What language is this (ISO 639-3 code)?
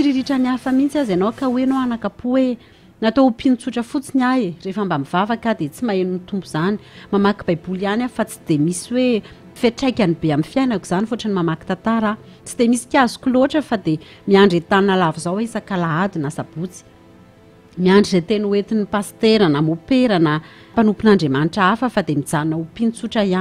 mlg